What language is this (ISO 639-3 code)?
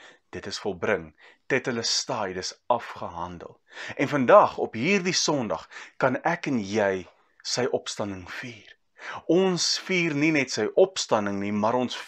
afr